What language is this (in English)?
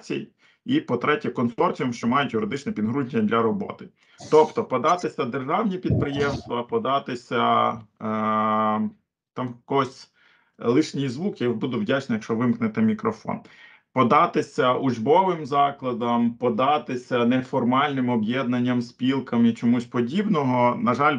Ukrainian